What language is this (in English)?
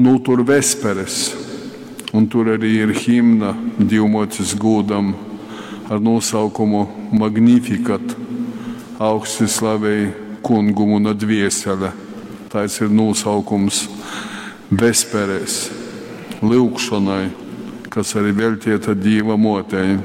Latgalian